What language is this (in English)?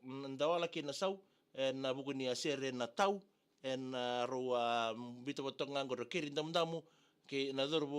Fijian